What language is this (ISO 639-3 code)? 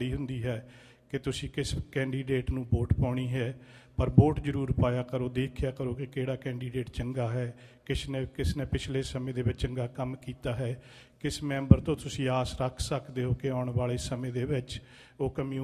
pan